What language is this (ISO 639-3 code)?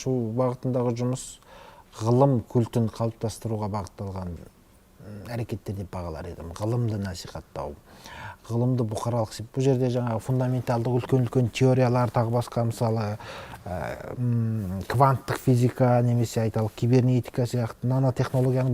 kaz